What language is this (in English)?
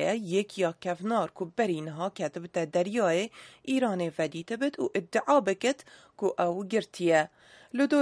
Central Kurdish